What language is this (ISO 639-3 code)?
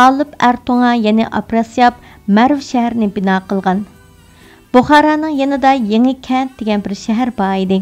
uig